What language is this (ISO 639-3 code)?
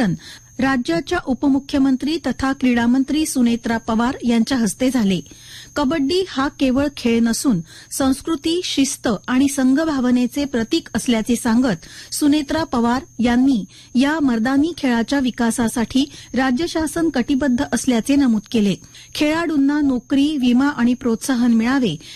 mar